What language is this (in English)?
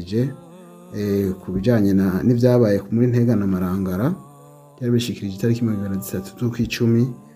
Rundi